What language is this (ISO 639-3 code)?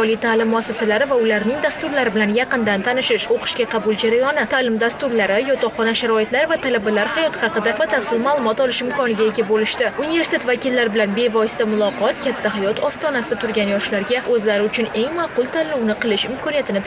uzb